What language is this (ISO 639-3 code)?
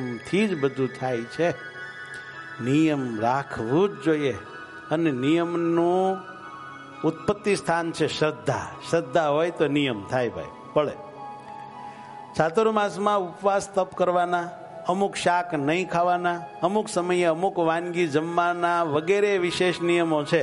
guj